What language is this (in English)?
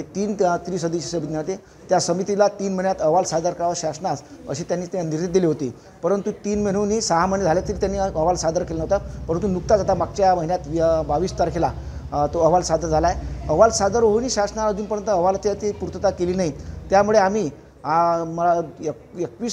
Marathi